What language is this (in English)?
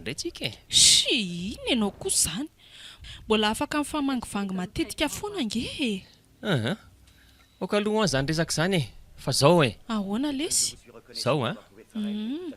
Malagasy